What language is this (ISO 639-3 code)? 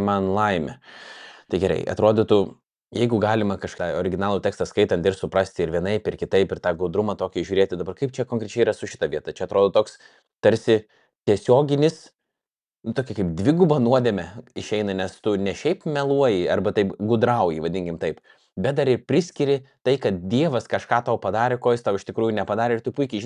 lit